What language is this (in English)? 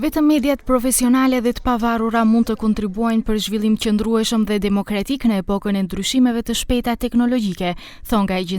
Albanian